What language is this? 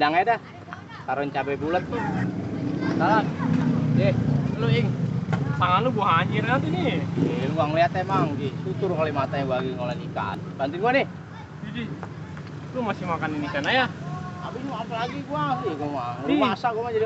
Betawi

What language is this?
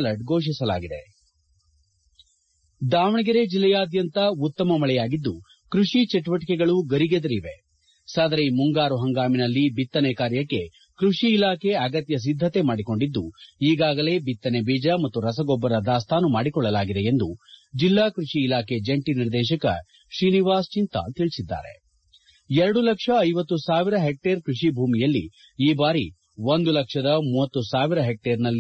Kannada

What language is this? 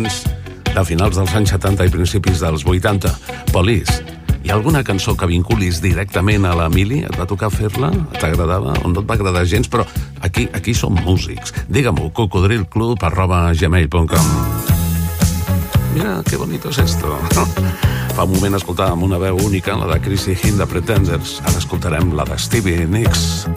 Catalan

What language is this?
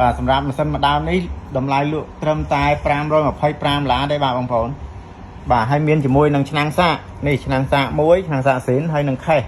Khmer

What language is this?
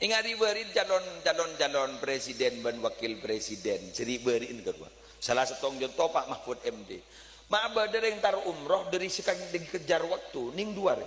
Madurese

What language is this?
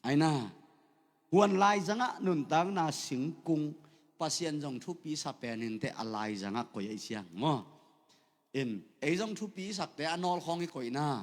Tedim Chin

